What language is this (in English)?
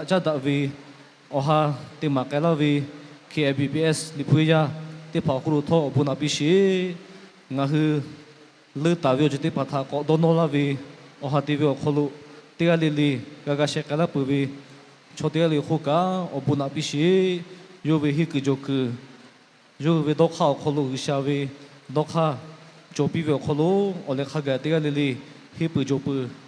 Lahu